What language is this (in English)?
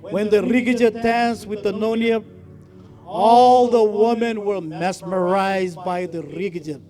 Marshallese